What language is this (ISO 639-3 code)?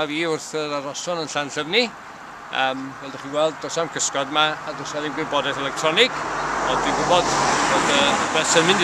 cym